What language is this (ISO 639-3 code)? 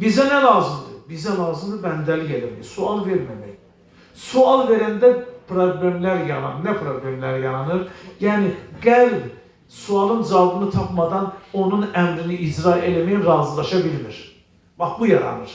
aze